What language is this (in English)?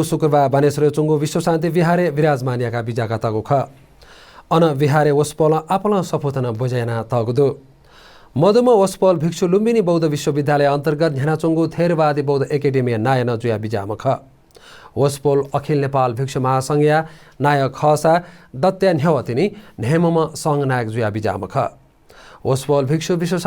Newari